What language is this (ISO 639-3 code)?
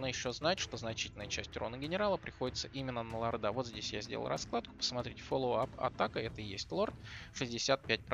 rus